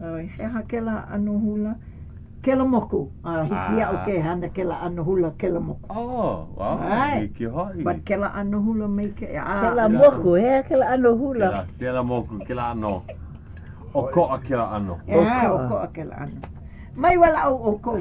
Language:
Hawaiian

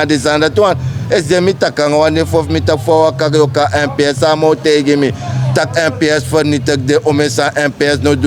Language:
Sranan Tongo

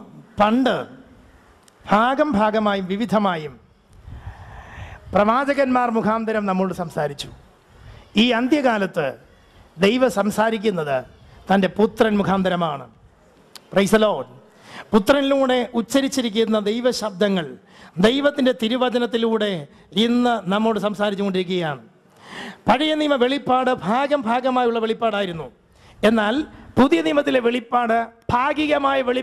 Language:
Malayalam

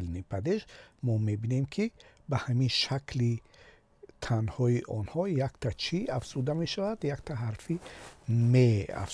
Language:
Tajik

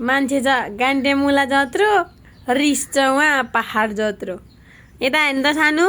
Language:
Nepali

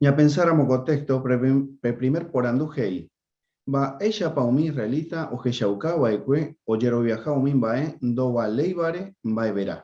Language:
Guarani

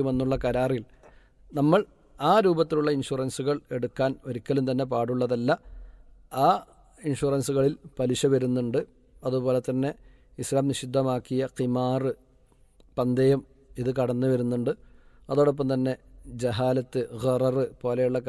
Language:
Malayalam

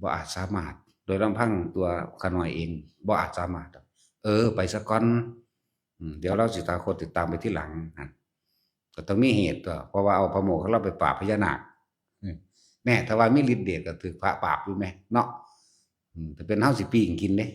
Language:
Northeastern Thai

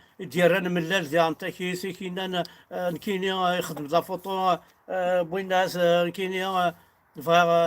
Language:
Kabyle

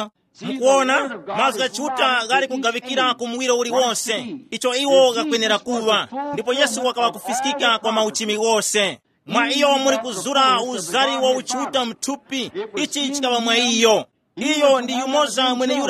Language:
Tumbuka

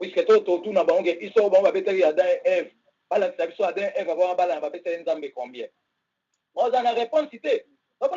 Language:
Lingala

